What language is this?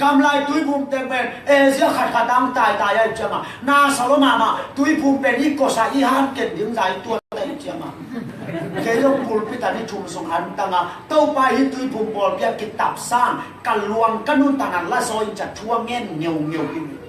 Tedim Chin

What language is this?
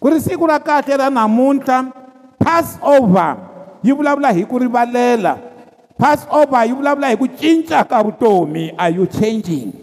Tsonga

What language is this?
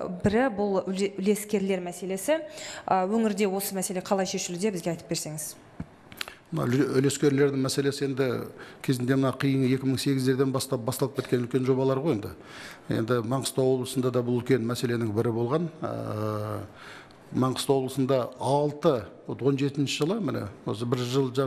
Kazakh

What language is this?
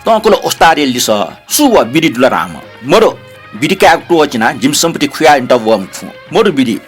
Newari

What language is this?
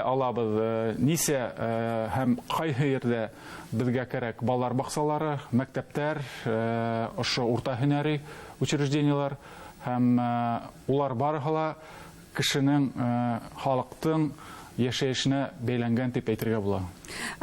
Bashkir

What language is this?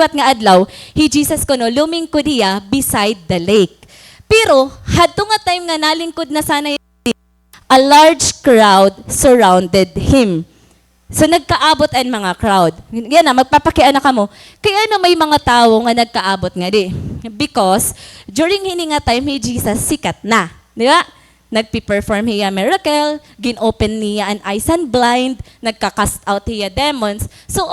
Waray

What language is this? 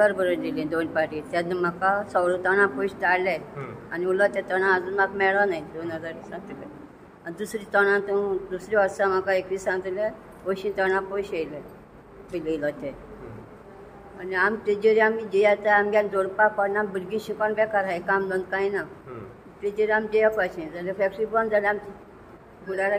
Konkani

